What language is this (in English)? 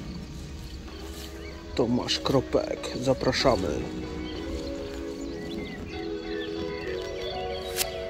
Polish